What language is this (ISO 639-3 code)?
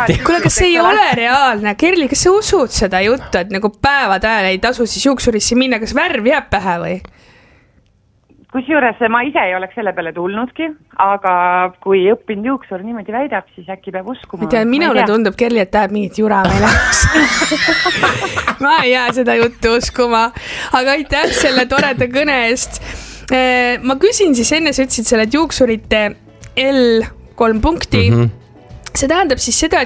est